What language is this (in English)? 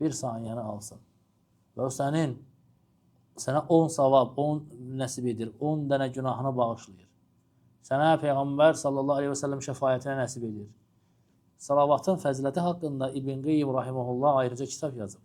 Azerbaijani